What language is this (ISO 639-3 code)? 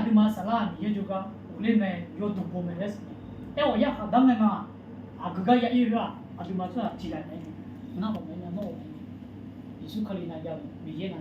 ahk